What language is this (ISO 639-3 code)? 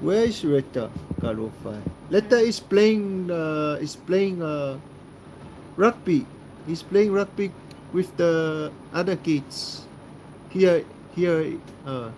smo